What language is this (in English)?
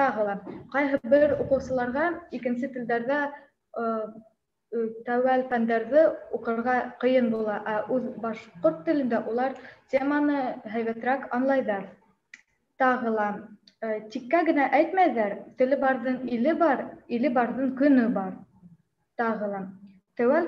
Bashkir